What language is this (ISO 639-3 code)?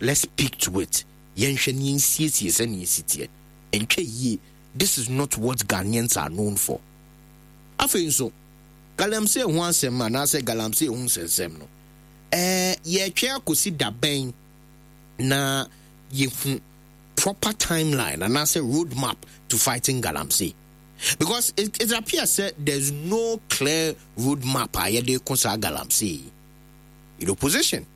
aka